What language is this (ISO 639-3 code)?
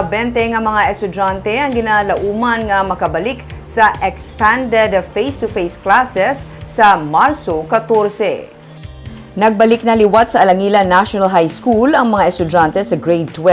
hil